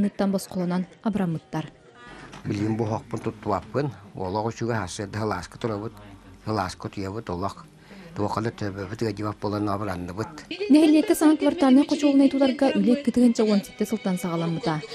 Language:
Yakut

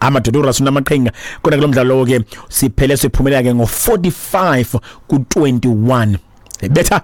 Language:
Xhosa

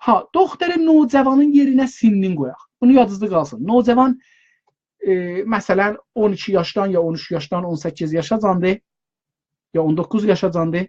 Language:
South Azerbaijani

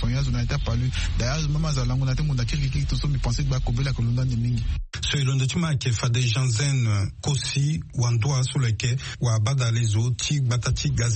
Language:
Sango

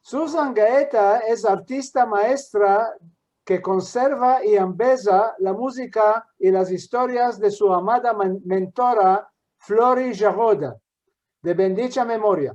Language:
Ladino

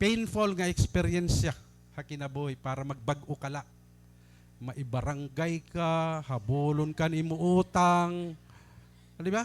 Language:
Waray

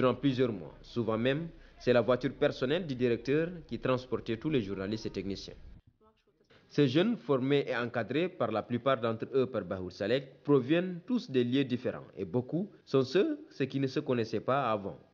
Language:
French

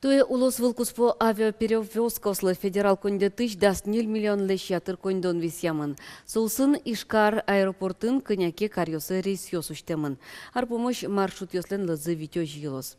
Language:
Udmurt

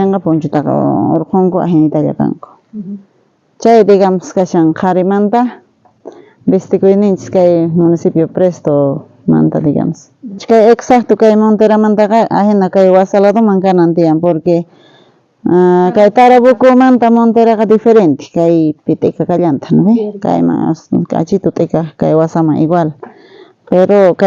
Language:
South Bolivian Quechua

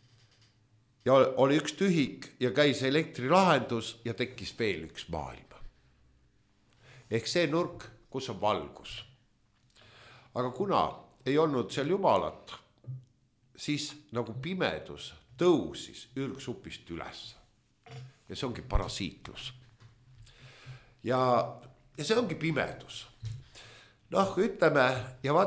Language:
Estonian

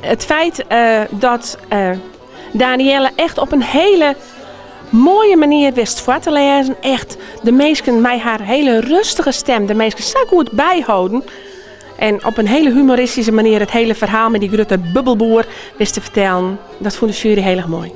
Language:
Western Frisian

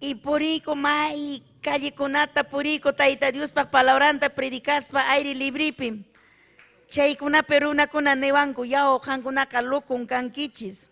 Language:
Ayacucho Quechua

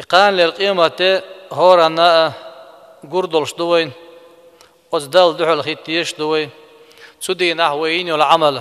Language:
Chechen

